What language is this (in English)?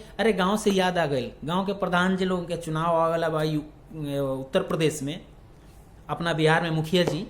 Bhojpuri